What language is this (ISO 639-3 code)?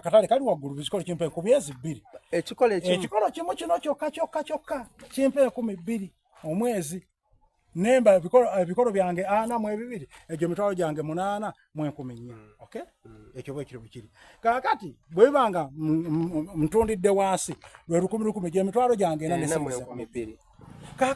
xog